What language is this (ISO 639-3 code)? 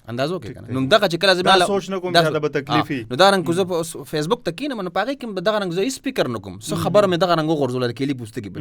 pus